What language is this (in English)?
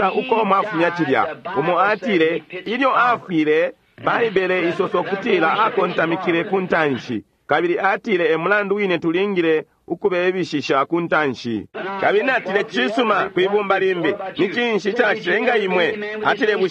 Bemba